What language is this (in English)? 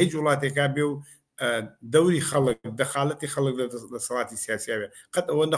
Central Kurdish